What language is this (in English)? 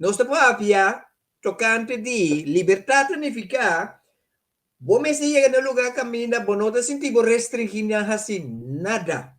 Papiamento